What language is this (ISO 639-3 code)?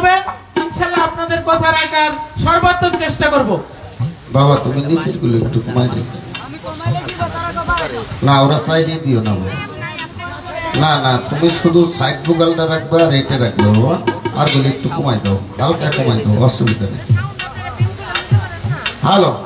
ben